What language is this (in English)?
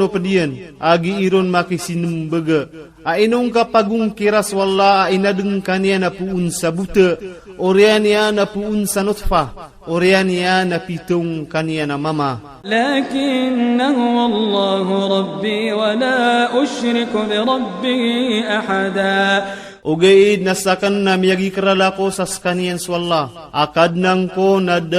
Iranun (Philippines)